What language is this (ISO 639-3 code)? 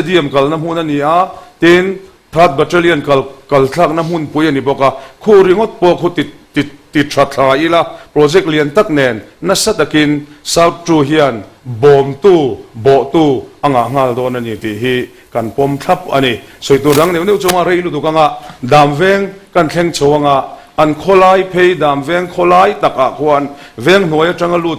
lus